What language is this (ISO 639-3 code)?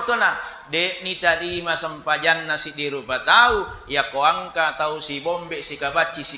bug